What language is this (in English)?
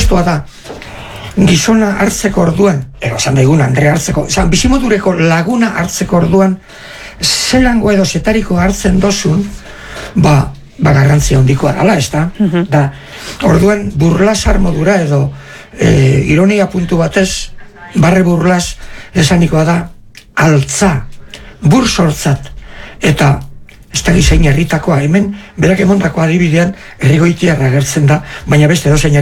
Basque